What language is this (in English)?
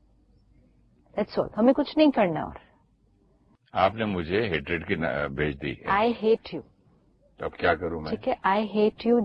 Urdu